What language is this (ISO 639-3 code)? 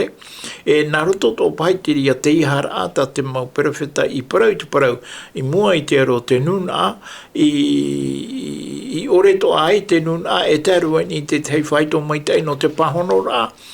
tah